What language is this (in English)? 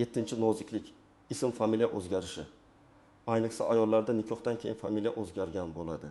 Uzbek